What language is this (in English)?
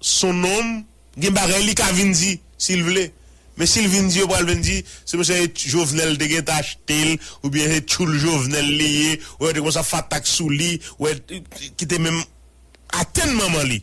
Haitian Creole